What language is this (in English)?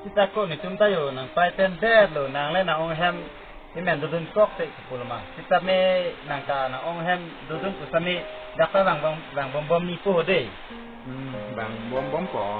Karbi